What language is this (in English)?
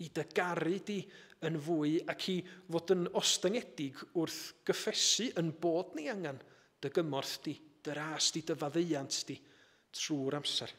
Welsh